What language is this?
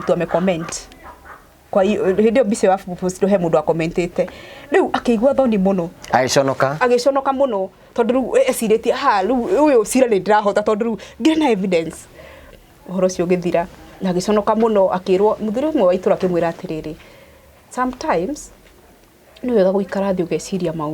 Kikuyu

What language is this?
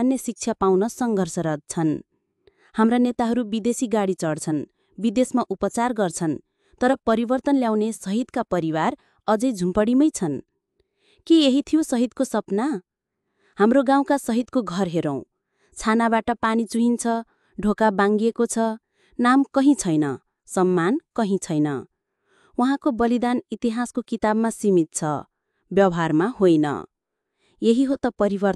Nepali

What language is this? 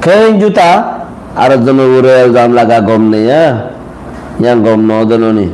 Rohingya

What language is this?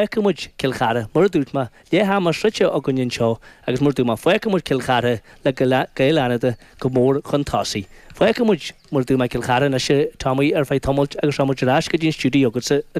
Irish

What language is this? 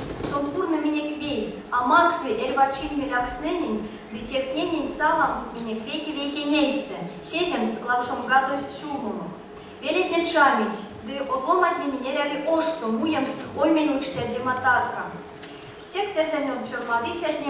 Erzya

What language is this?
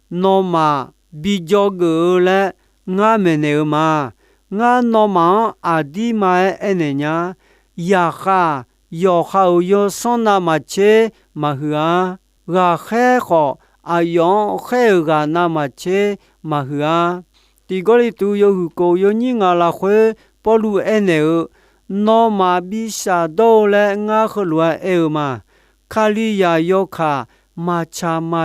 Akha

